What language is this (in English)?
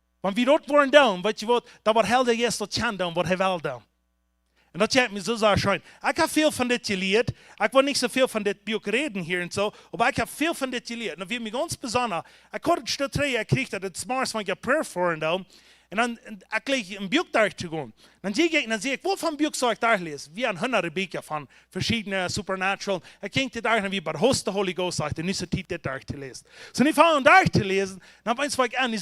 Plautdietsch